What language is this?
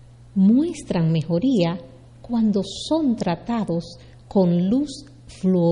Spanish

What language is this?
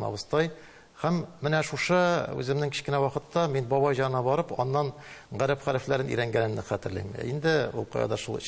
Tatar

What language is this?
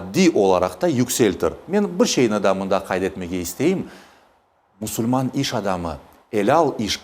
Crimean Tatar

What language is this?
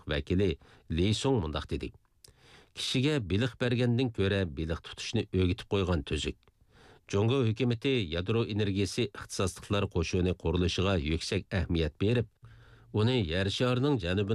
Uyghur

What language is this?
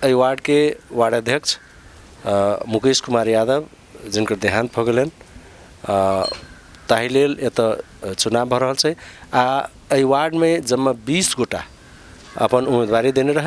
Maithili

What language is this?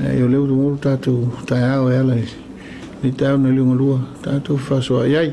Samoan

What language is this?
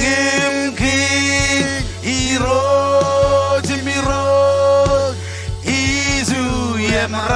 Marshallese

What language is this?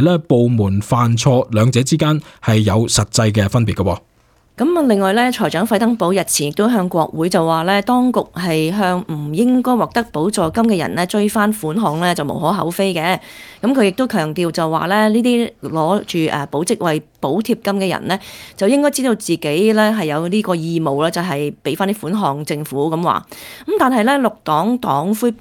Cantonese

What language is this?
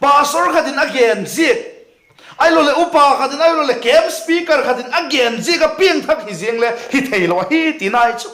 Vaiphei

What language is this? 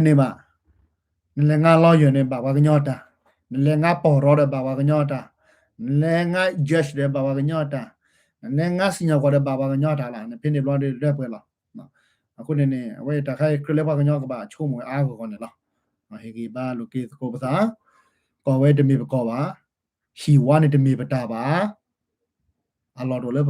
S'gaw Karen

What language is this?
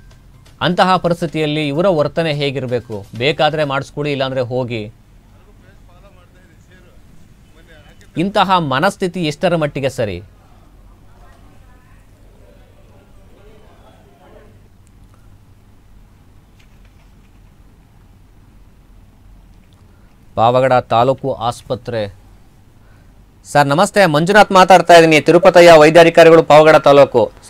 Kannada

